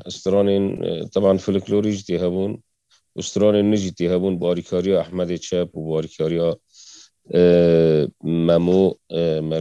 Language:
Kurdish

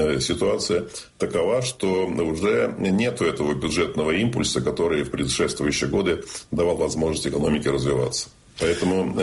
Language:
Russian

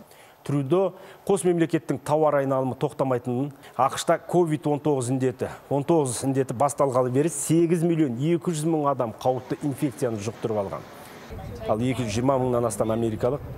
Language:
Kazakh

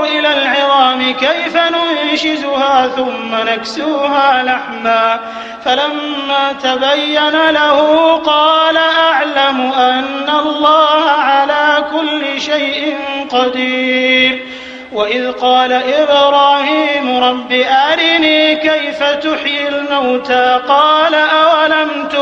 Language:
Arabic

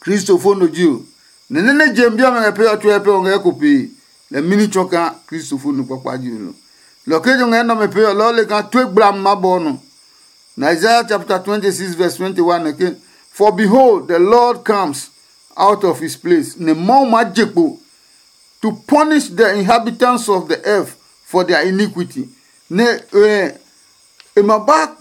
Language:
Adangme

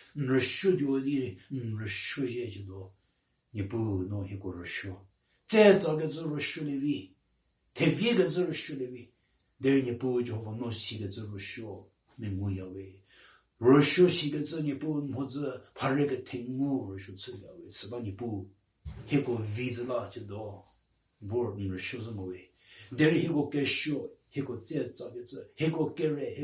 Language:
Angami Naga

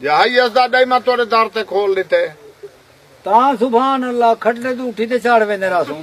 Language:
Saraiki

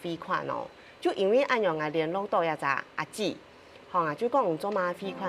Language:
Hakka Chinese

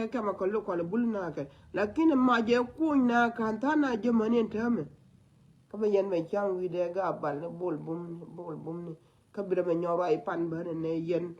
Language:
Nuer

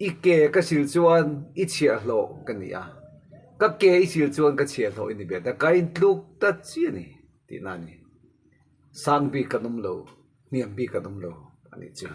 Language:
Mizo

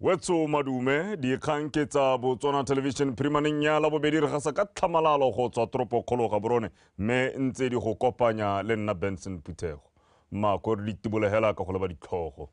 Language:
Tswana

